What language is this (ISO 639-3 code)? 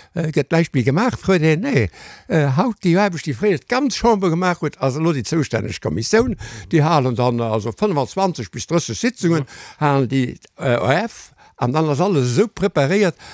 ltz